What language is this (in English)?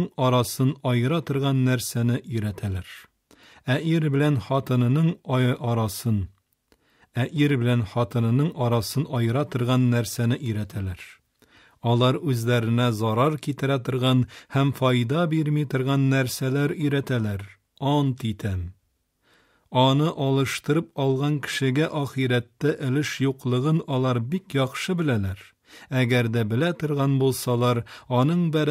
Tatar